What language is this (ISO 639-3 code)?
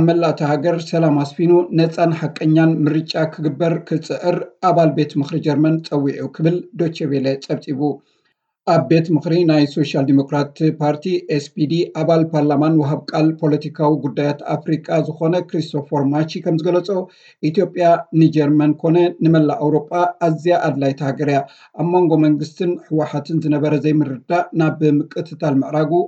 tir